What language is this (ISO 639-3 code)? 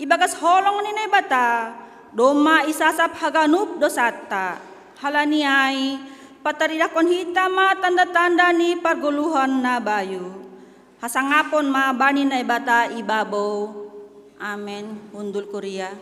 bts